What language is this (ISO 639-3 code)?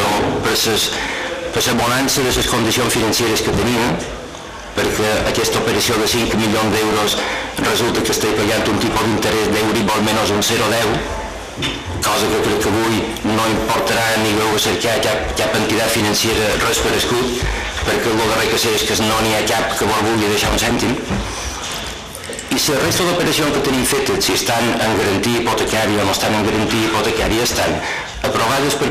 cat